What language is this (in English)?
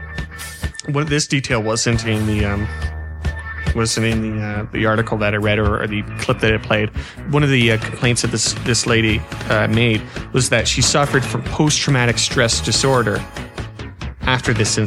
English